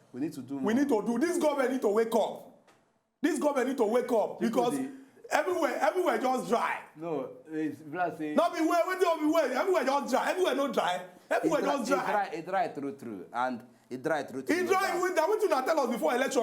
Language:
Nigerian Pidgin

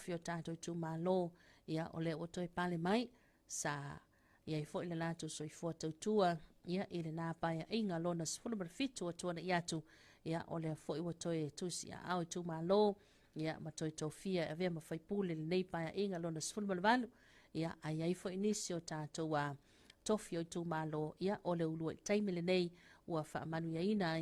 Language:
Samoan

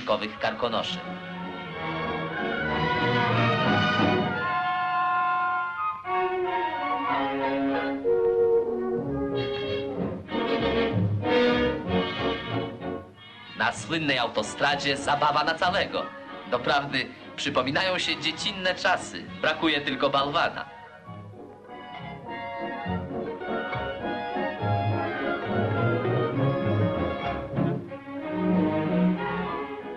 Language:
Polish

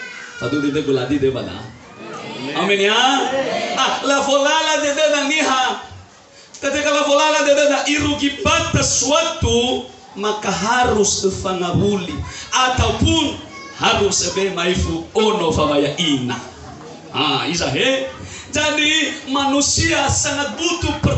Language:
Nias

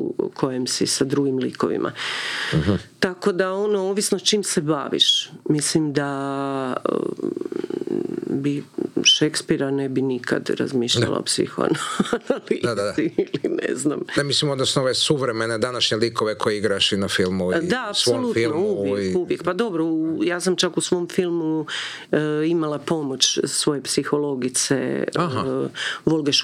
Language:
Croatian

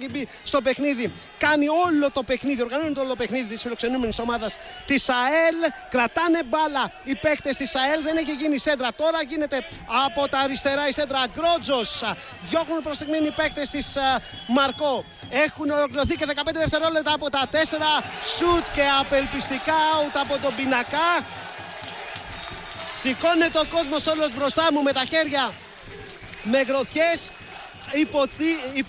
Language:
Greek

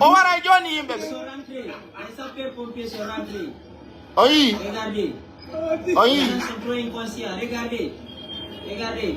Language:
Pular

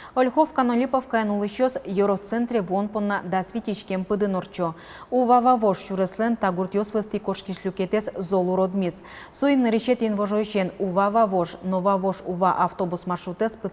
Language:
Udmurt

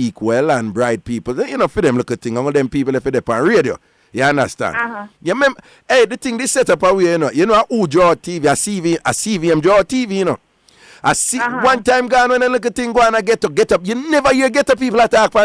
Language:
Jamaican Creole English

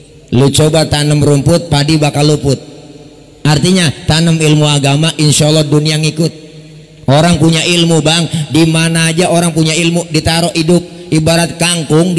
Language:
Betawi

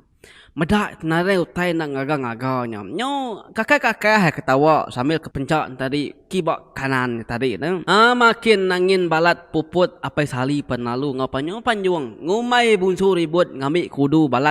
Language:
Iban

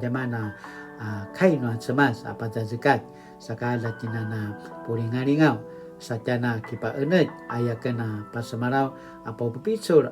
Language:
Paiwan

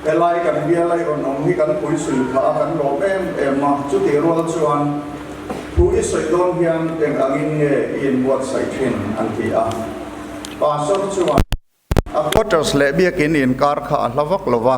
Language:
Mizo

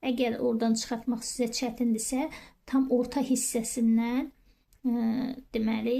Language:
Azerbaijani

